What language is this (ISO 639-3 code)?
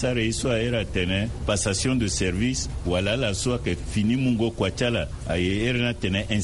sag